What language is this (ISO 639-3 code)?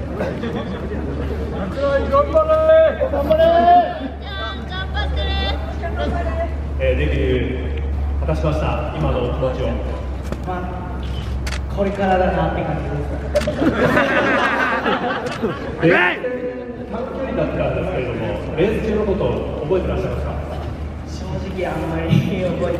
jpn